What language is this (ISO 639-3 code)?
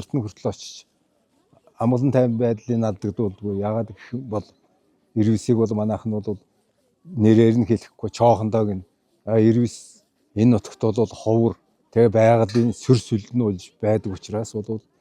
mon